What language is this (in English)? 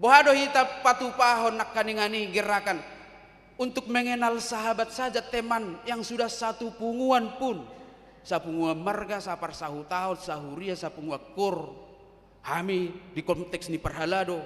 Batak Toba